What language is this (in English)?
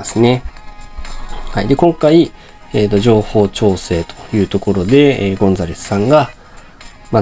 Japanese